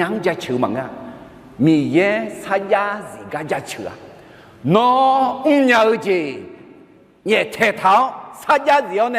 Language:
Akha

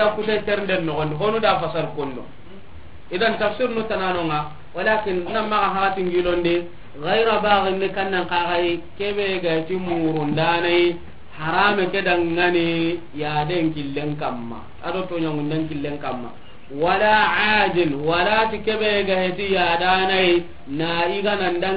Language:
Soninke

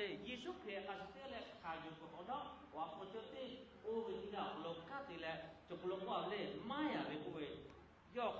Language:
Lahu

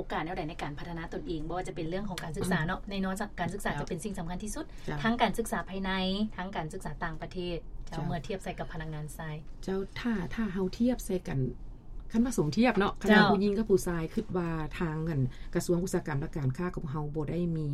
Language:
Lao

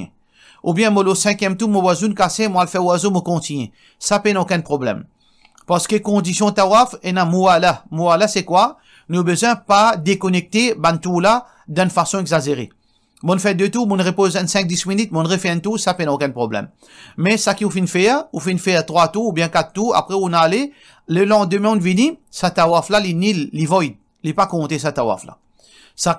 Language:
Morisyen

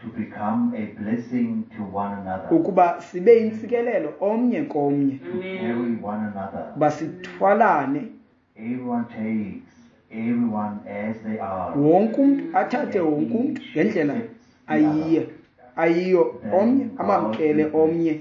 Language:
Xhosa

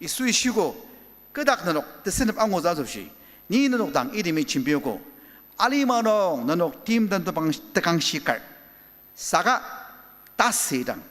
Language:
Ao Naga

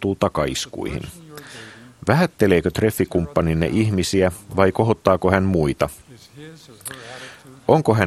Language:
Finnish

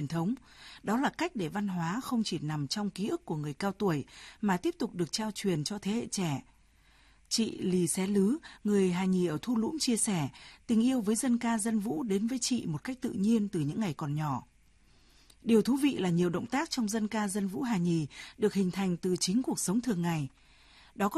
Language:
Vietnamese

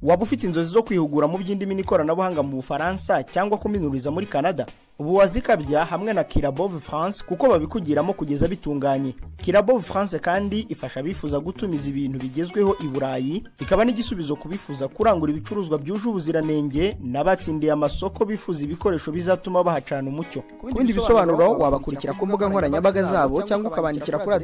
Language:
Kinyarwanda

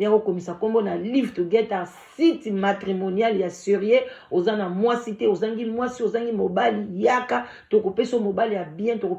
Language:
Lingala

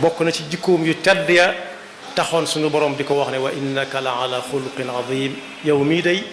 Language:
Wolof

